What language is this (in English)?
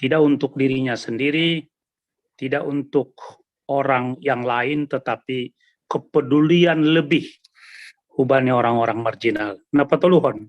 Batak Simalungun